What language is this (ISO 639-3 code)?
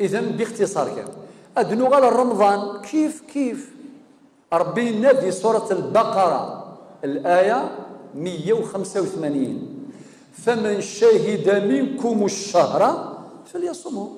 kab